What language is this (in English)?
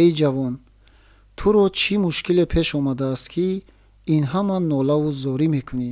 Tajik